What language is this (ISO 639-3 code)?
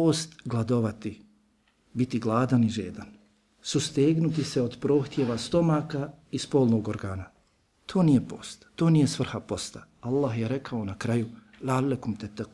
bos